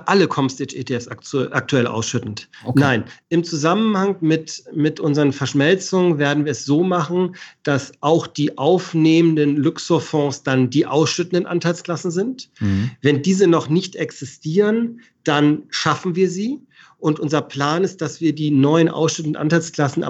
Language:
German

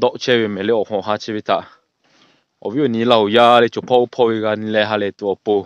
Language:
Lahu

